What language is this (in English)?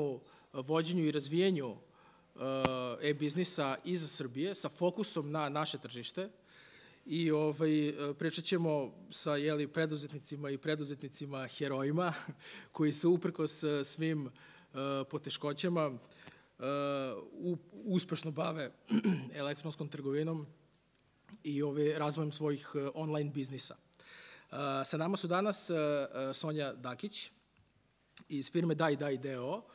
Serbian